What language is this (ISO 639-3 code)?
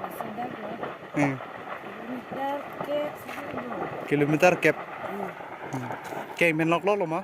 mjw